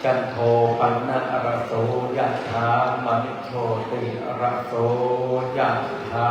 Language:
Pali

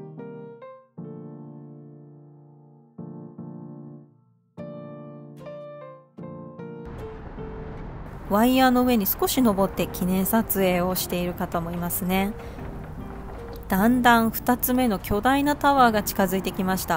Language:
Japanese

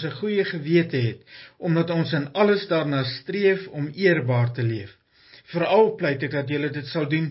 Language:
Afrikaans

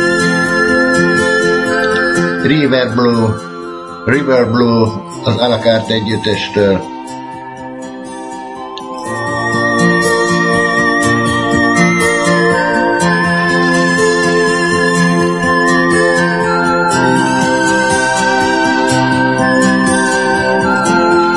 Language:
Hungarian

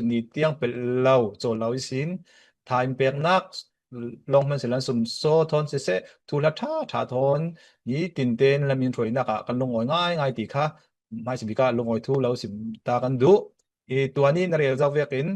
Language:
Falam Chin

